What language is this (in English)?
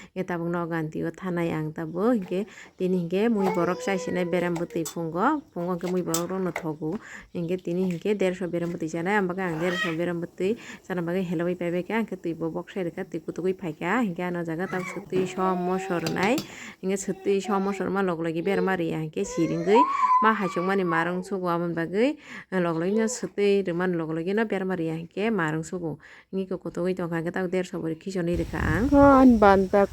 Kok Borok